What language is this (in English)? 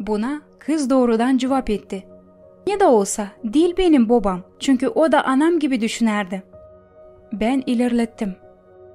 Gagauz